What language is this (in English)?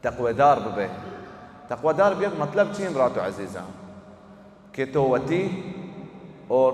Baluchi